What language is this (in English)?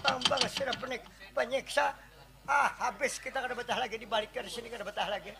Banjar